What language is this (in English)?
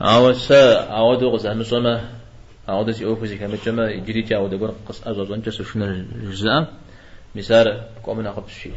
Kabardian